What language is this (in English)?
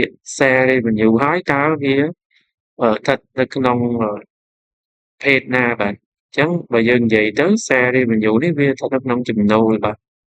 Khmer